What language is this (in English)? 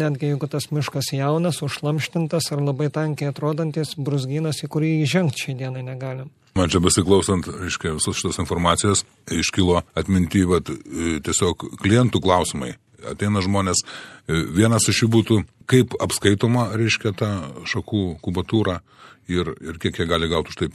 Lithuanian